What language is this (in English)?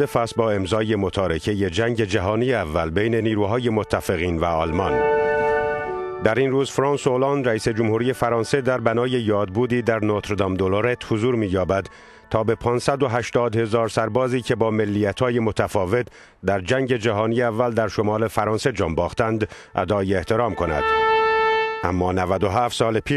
Persian